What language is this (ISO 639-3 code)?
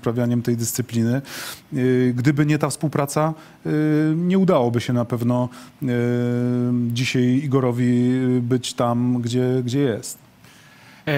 pol